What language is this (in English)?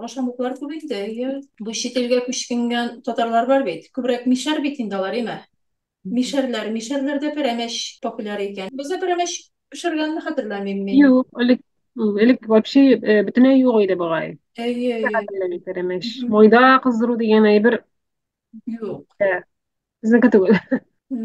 Tatar